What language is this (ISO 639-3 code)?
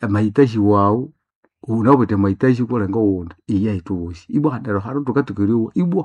nnb